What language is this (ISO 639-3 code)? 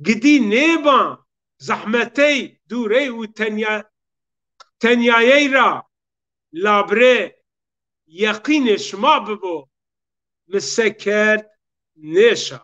zza